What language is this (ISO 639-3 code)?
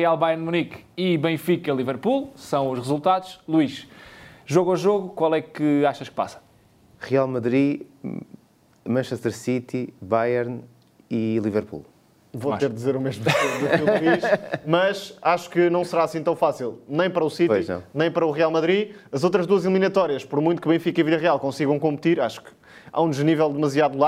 por